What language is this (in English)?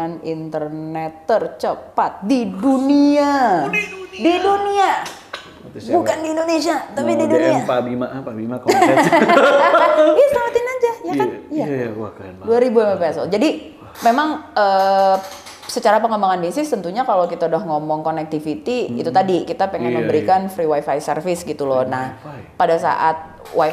Indonesian